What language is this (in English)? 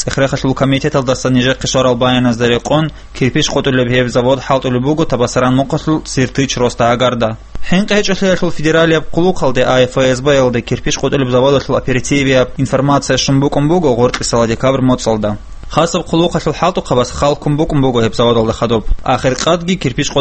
Avaric